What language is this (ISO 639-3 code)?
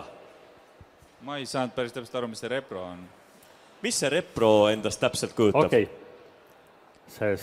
est